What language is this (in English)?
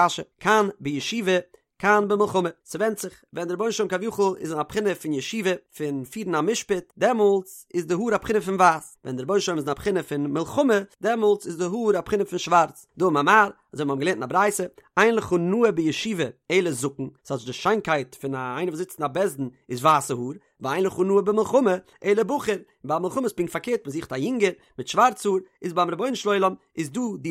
Yiddish